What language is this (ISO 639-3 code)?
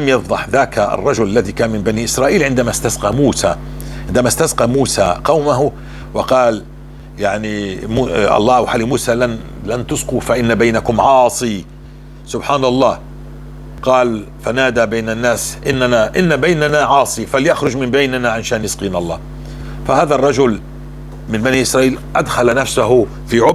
apc